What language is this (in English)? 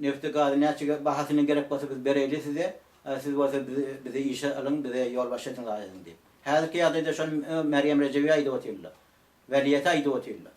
Turkmen